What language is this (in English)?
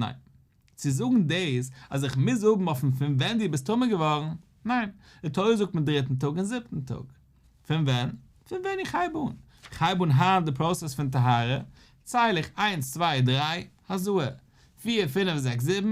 Yiddish